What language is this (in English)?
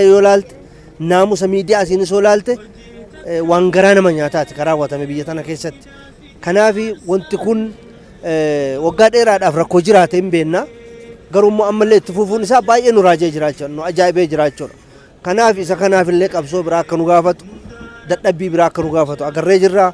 Oromo